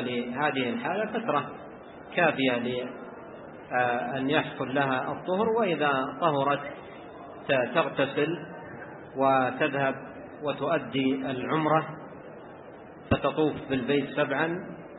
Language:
Arabic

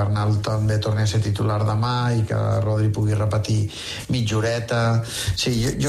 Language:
Catalan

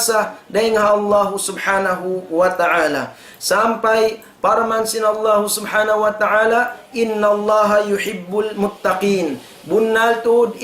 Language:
Tausug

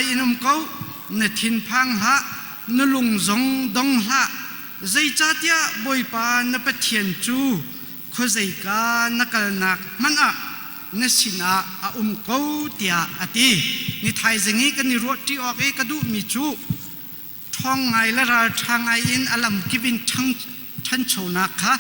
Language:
Hakha Chin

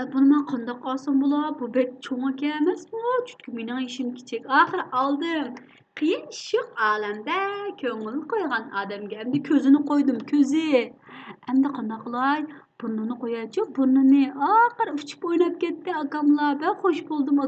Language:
Uyghur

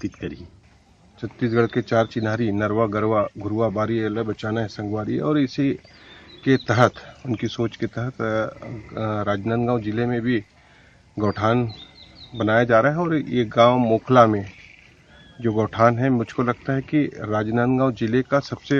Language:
Chhattisgarhi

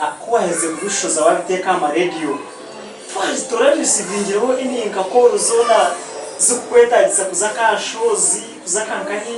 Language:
Nyankole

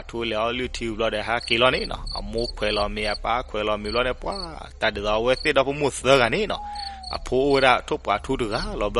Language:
S'gaw Karen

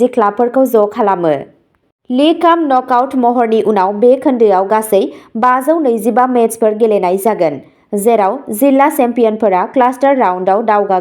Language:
Bodo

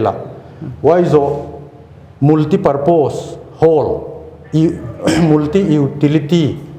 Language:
Paite Chin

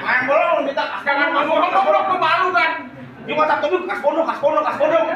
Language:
Betawi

